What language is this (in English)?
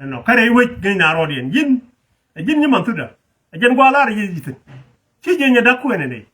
Nuer